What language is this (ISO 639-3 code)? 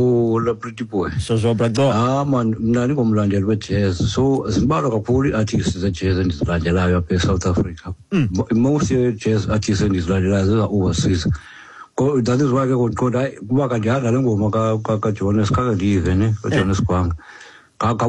xho